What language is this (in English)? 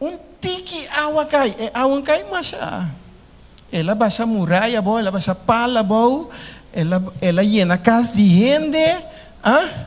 Papiamento